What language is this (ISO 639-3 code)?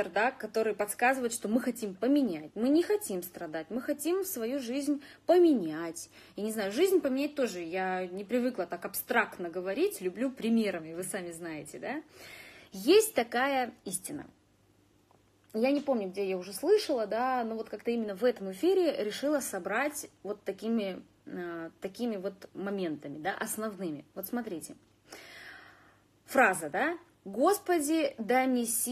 rus